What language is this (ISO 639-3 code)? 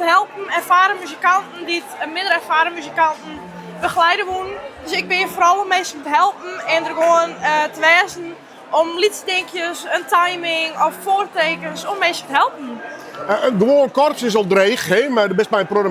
fry